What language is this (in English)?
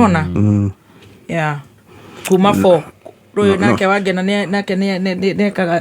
Kikuyu